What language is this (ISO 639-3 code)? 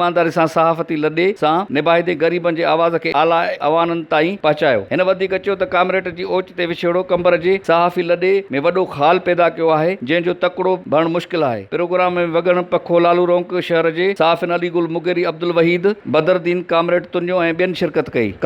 snd